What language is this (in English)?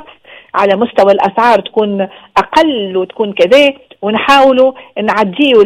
Tunisian Arabic